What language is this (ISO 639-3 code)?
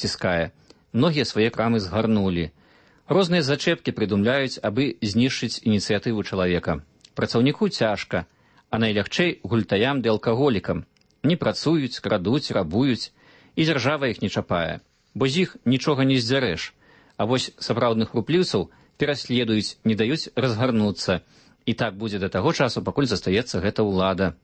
bel